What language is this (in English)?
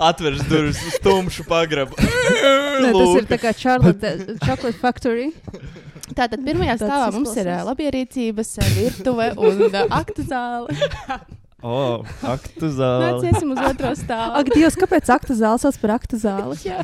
Latvian